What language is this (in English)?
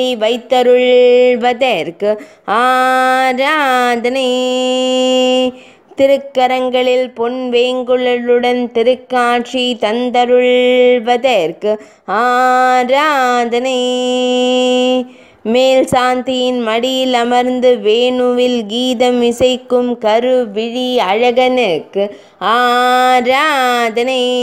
Tamil